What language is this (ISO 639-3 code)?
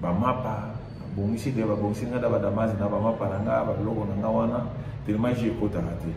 lin